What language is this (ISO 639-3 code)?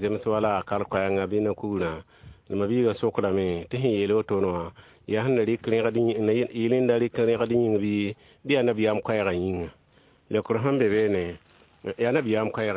mos